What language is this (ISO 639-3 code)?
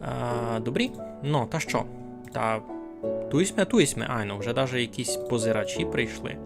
rue